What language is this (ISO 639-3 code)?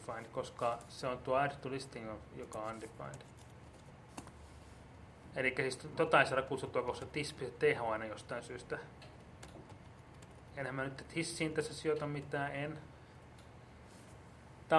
fin